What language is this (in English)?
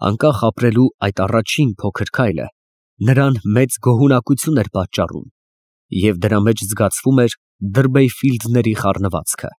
Armenian